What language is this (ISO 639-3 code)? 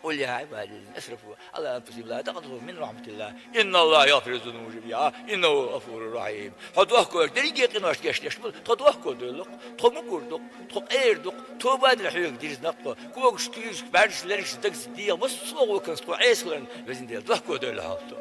che